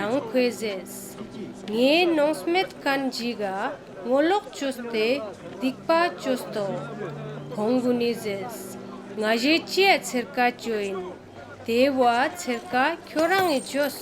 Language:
Ladakhi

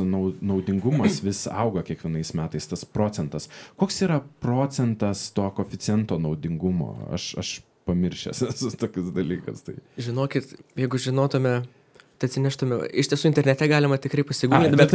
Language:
Lithuanian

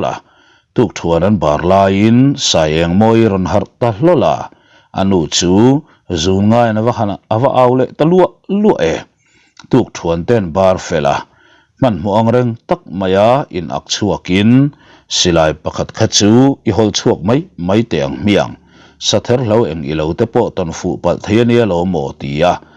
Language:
Mizo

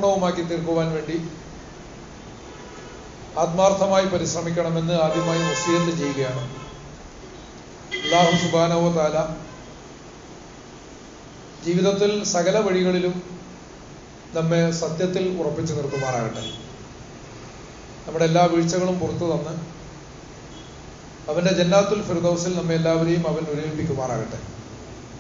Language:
Malayalam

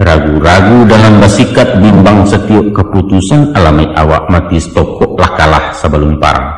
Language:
Minangkabau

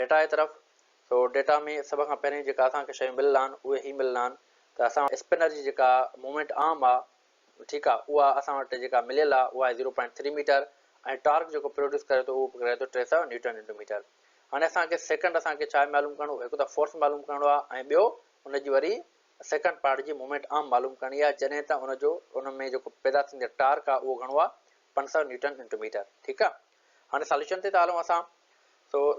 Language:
Sindhi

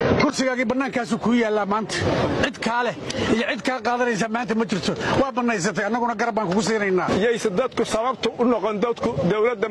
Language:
Somali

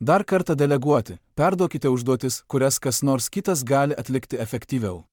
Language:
Lithuanian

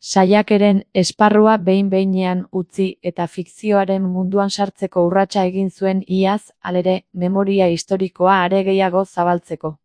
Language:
Basque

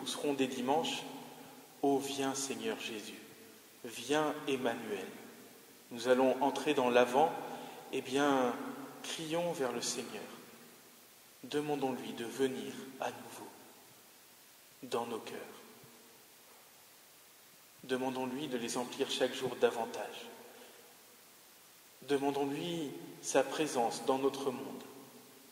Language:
French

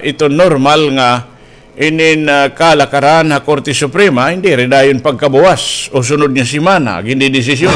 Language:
Waray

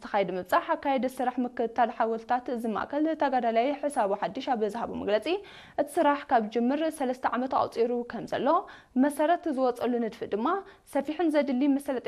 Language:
Tigrinya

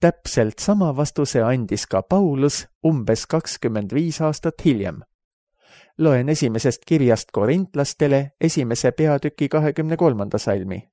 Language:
Estonian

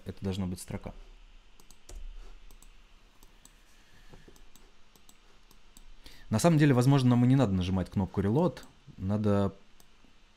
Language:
Russian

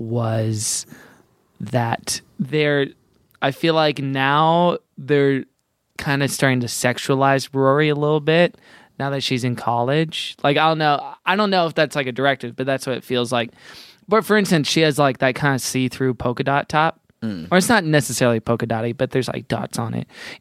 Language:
English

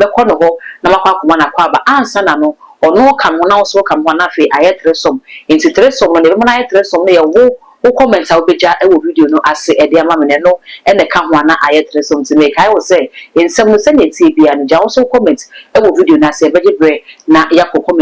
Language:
Akan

